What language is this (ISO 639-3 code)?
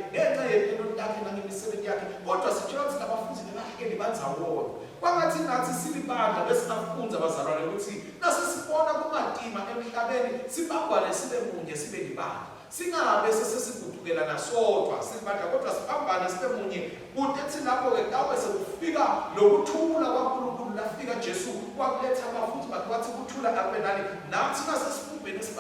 ssw